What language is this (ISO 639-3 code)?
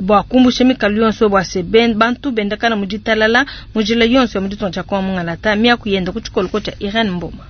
lua